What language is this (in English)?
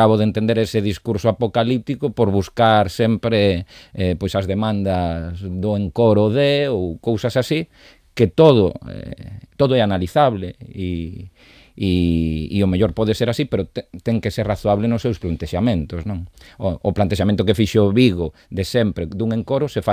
Galician